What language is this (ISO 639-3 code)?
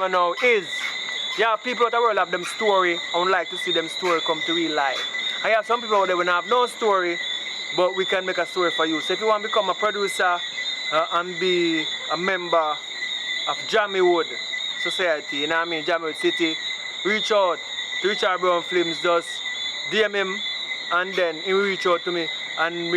jam